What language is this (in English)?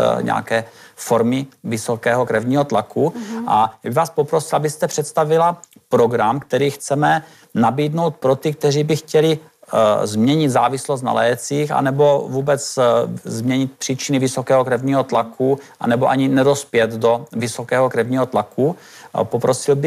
Czech